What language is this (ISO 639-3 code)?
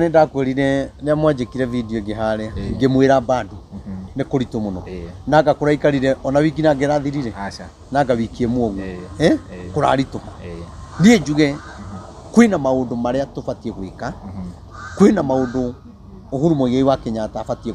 kik